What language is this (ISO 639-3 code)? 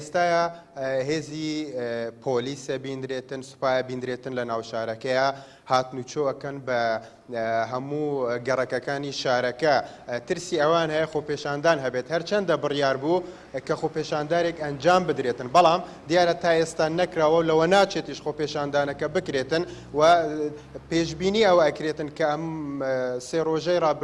ckb